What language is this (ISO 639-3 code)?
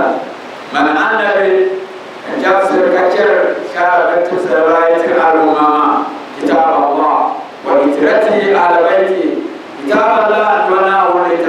dag